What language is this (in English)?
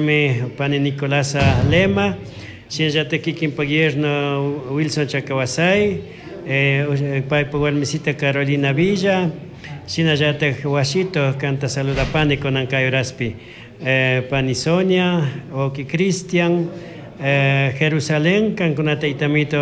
Chimborazo Highland Quichua